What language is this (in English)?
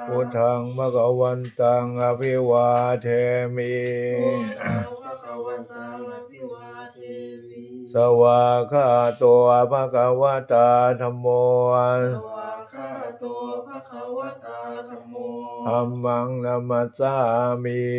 Pali